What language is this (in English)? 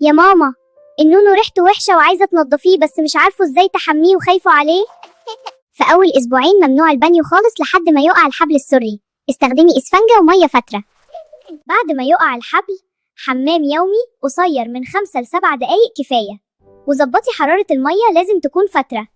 Egyptian Arabic